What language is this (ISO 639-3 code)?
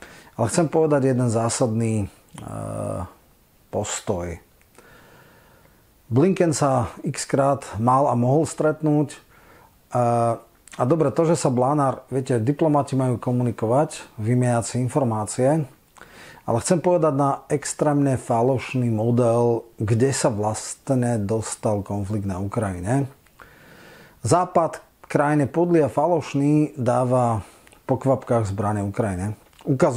slk